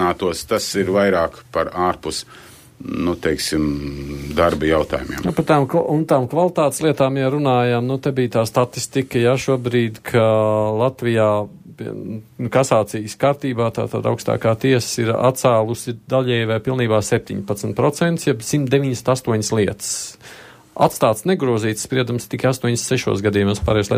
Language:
Latvian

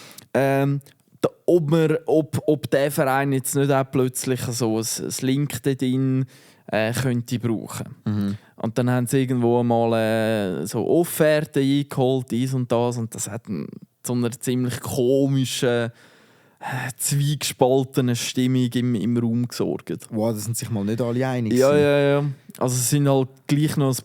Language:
Swiss German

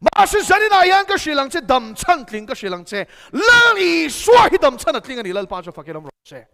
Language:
Mizo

